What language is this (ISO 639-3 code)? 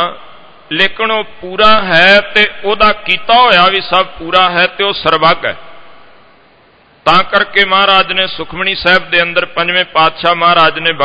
pan